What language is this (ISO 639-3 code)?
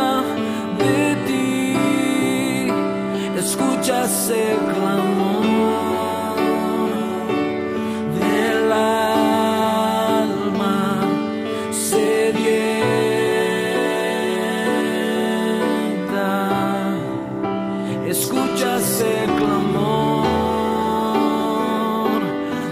spa